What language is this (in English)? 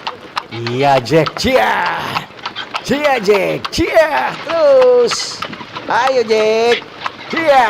Manado Malay